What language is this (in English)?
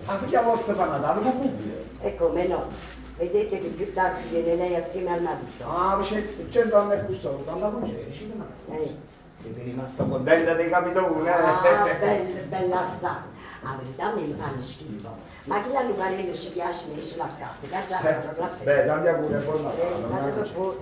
Neapolitan